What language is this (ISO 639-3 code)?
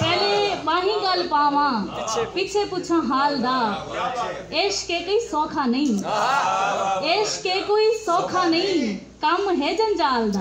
skr